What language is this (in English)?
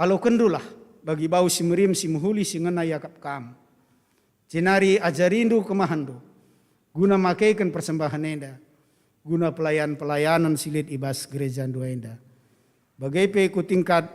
Batak Karo